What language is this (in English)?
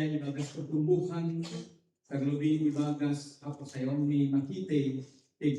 Batak Simalungun